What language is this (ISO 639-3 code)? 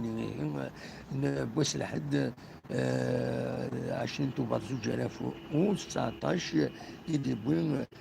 kab